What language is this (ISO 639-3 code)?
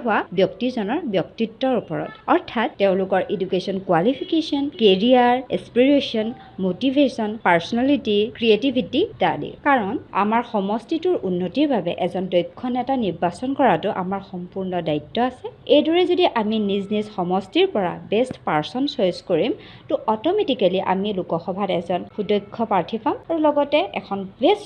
asm